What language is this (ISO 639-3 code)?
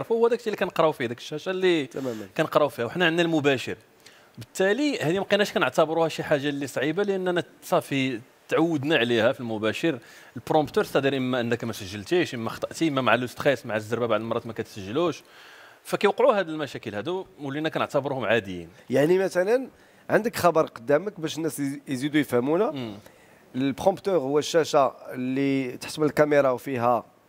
ary